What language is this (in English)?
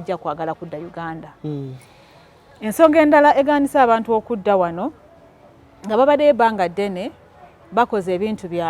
Ganda